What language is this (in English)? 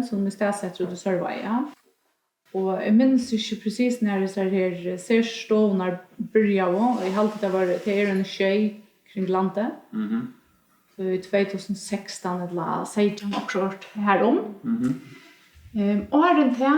Faroese